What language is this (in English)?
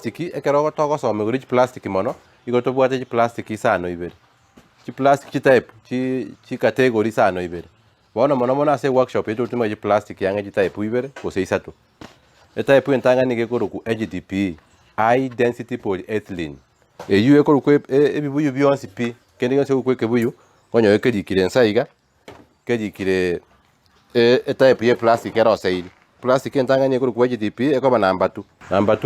Gusii